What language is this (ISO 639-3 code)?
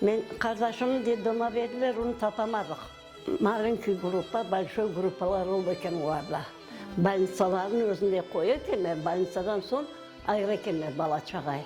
crh